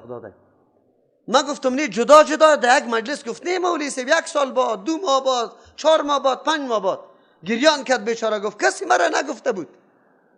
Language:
Persian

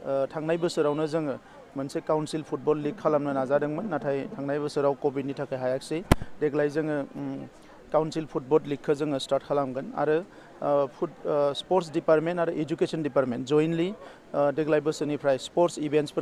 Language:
Bodo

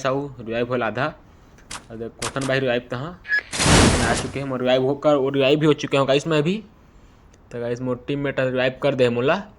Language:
Chhattisgarhi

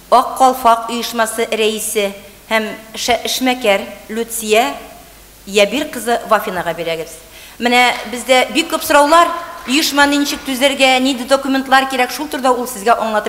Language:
Tatar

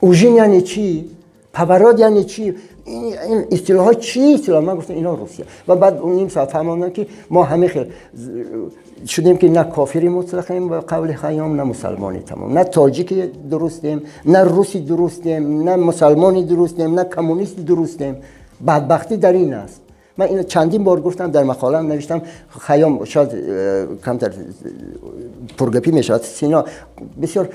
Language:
Tajik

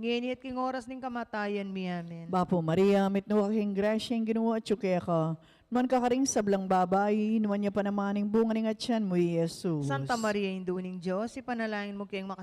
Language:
Pampanga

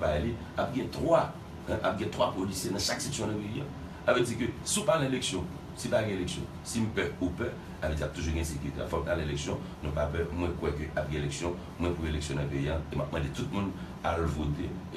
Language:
Haitian Creole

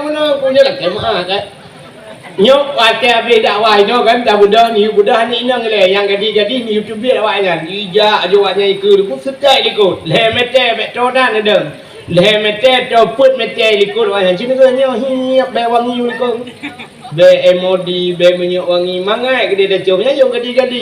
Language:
Achinese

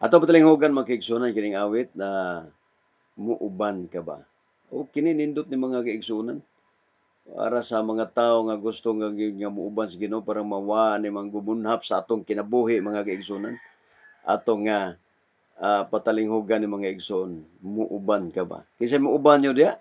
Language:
Cebuano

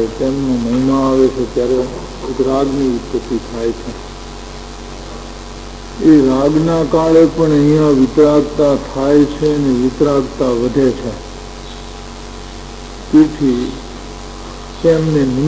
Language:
Gujarati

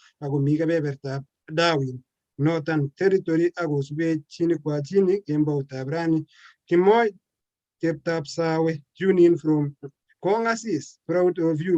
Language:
Kalenjin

